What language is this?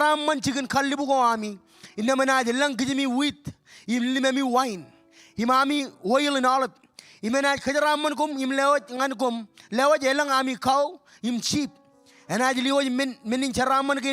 Marshallese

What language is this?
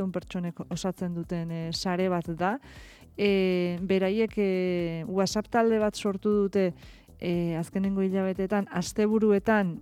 Basque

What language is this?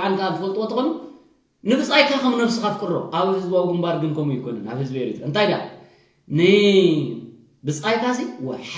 Tigrinya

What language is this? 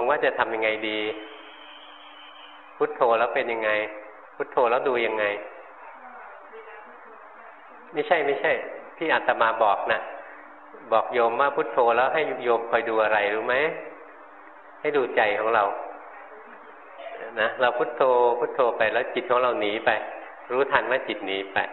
Thai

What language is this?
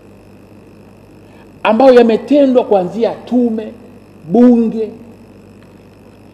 Swahili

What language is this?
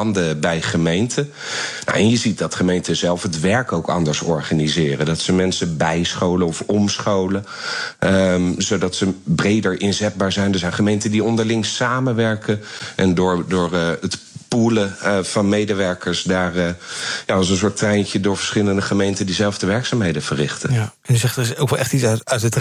Dutch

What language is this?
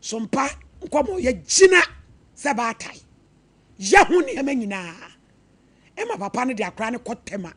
Akan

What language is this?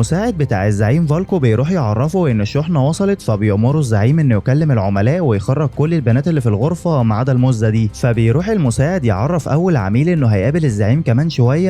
Egyptian Arabic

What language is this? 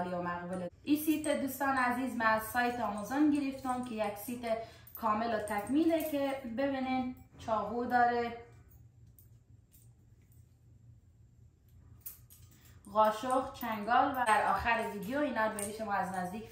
Persian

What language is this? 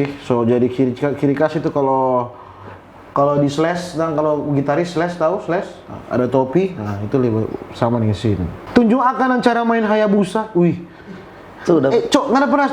Manado Malay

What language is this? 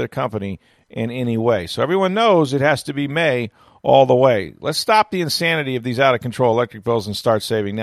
English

